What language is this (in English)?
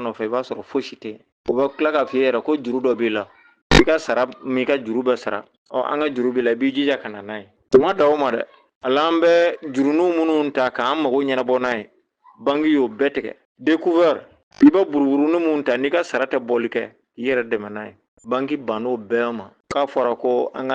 Bambara